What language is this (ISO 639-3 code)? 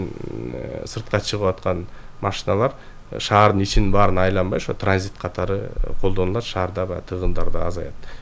kir